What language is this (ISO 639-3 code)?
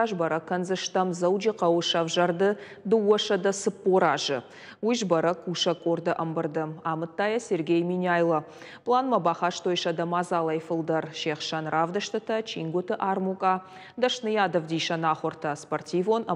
oss